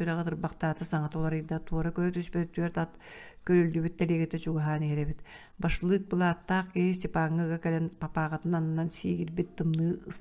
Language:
Yakut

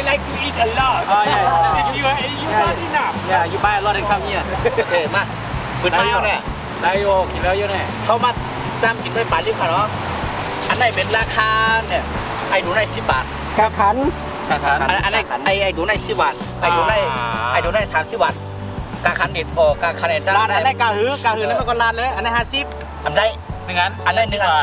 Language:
Shan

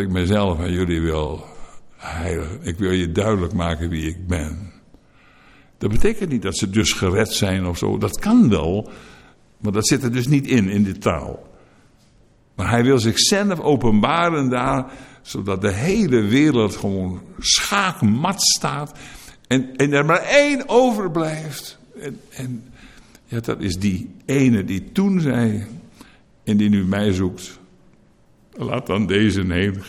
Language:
Dutch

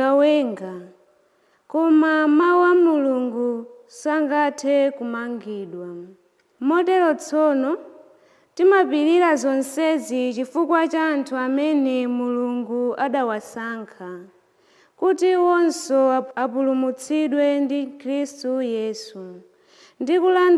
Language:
Nyanja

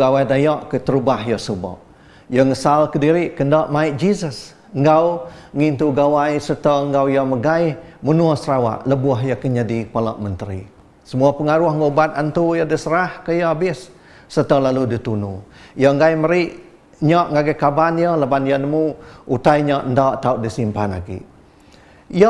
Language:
Iban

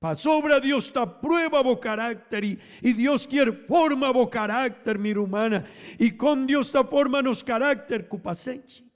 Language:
Papiamento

